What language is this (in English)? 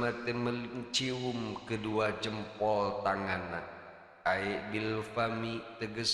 Sundanese